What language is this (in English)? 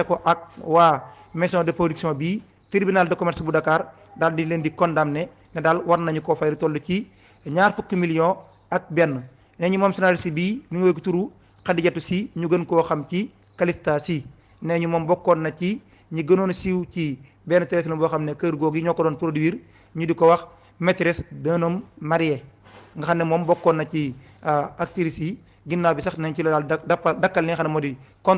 Wolof